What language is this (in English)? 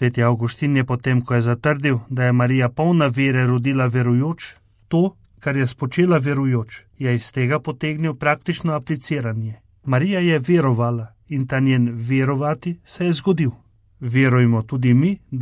Slovenian